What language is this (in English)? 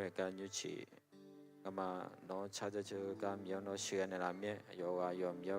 Akha